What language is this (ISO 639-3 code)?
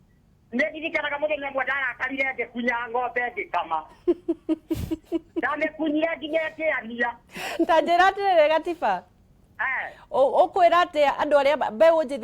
kik